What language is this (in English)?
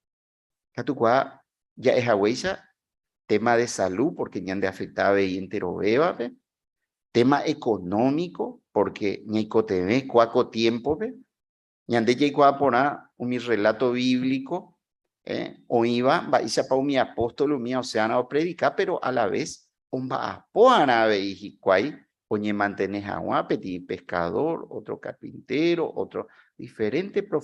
Guarani